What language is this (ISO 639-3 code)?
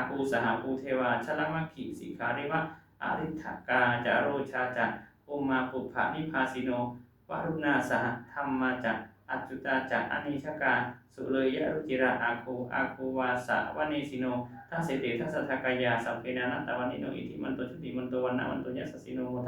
pli